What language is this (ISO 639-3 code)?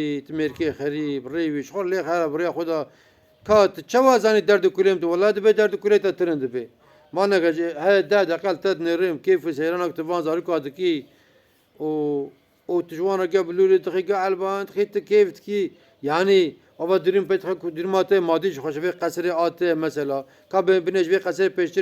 kur